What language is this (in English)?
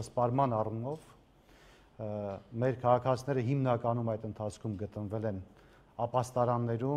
Armenian